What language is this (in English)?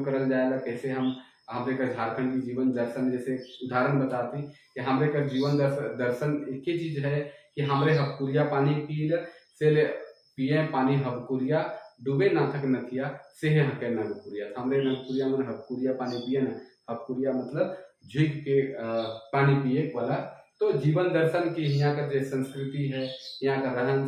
Sadri